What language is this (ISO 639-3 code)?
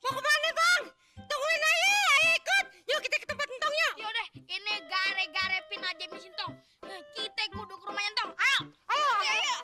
bew